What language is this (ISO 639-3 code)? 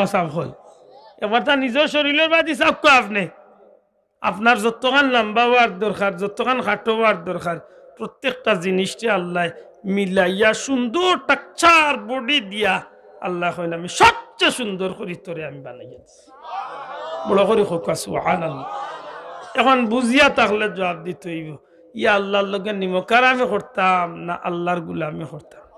syl